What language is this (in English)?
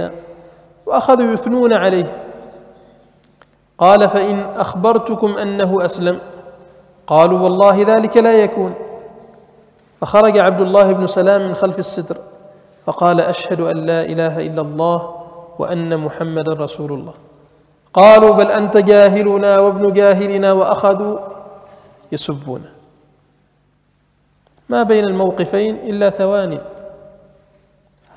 Arabic